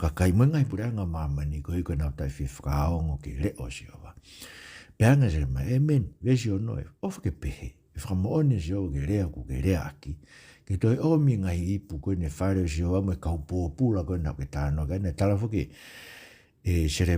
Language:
Tongan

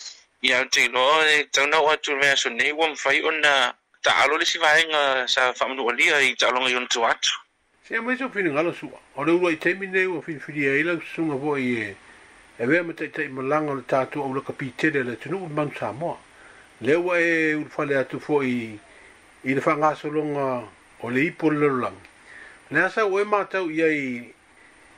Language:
Samoan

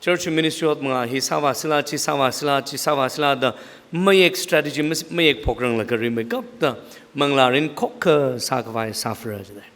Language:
Tangkhul Naga (India)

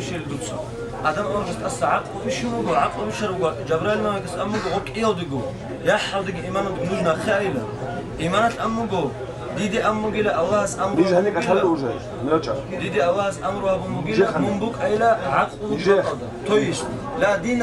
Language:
Avaric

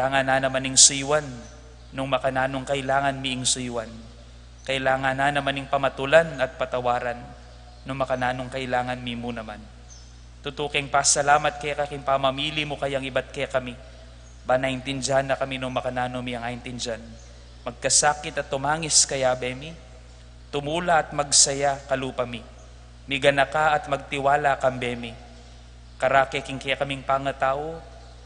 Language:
Pampanga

